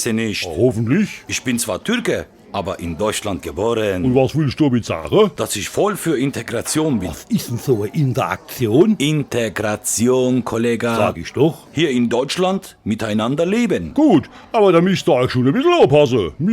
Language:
Palatine German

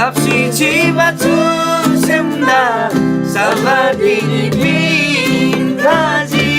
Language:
Eastern Tamang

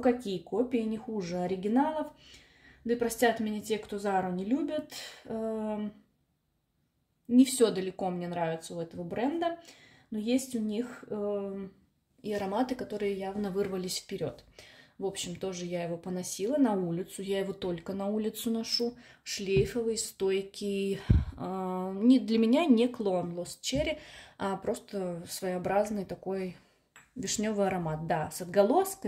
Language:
Russian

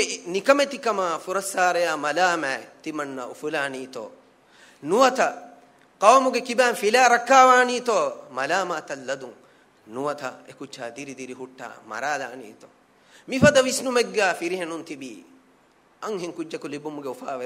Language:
Divehi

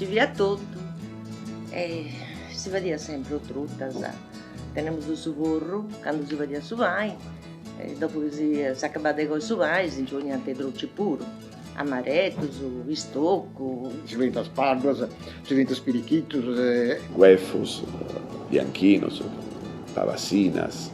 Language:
Sardinian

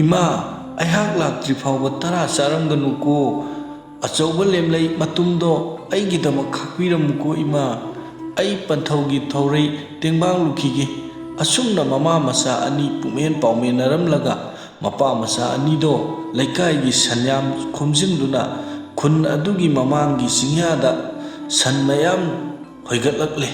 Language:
Manipuri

